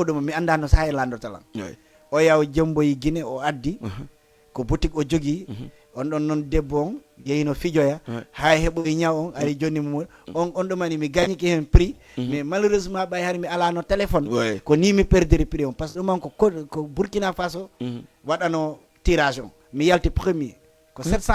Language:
Fula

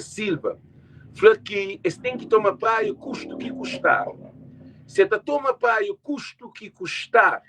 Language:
Kabuverdianu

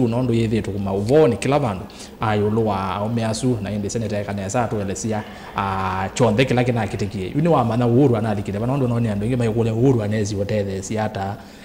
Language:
Kamba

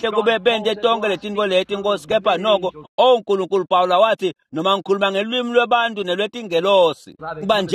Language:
Swati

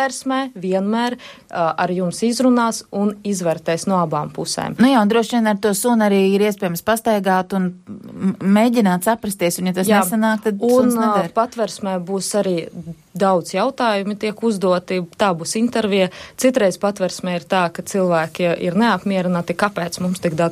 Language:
Latvian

